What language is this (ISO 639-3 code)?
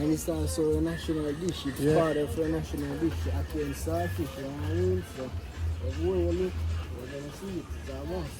jam